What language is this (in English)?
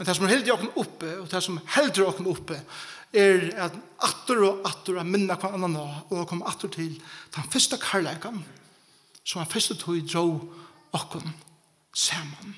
Faroese